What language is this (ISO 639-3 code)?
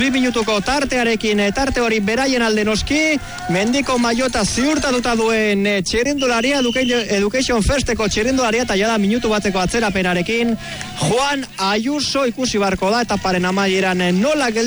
eus